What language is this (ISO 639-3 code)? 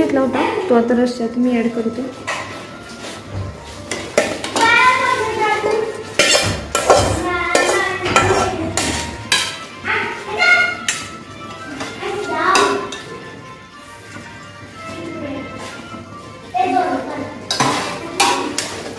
mar